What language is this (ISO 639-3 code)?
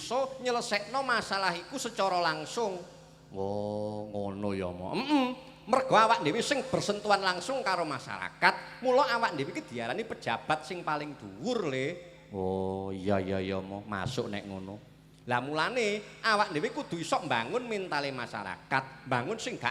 jav